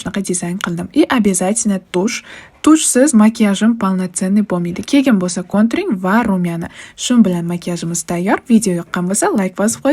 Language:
Uzbek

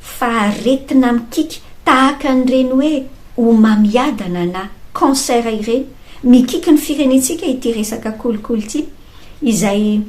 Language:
Malagasy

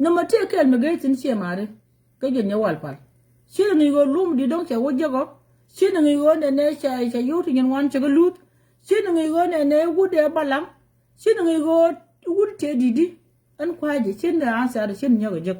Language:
Nuer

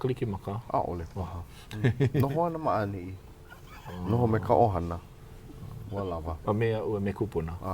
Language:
Hawaiian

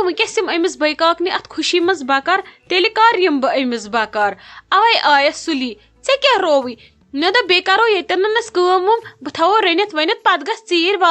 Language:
Kashmiri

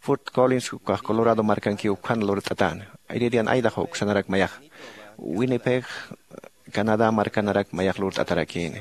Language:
Aymara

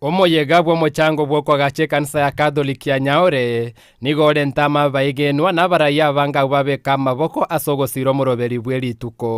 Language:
Gusii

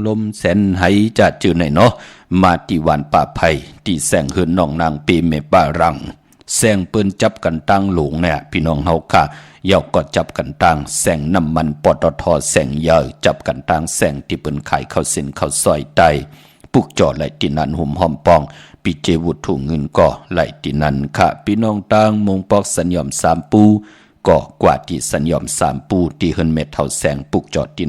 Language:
Shan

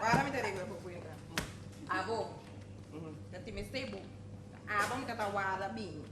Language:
Papiamento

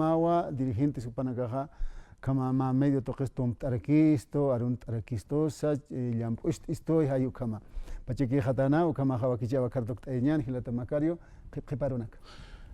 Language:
Aymara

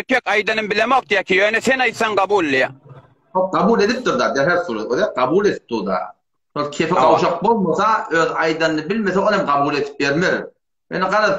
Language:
Turkmen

